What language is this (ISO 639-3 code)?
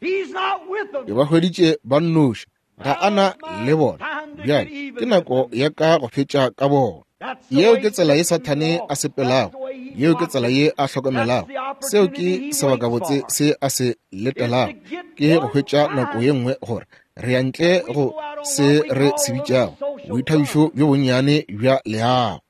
nso